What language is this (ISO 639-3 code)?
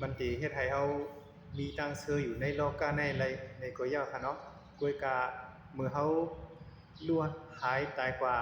shn